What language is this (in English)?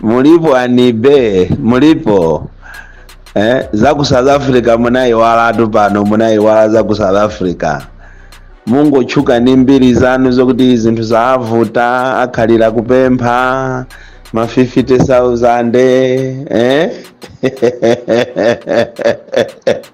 Nyanja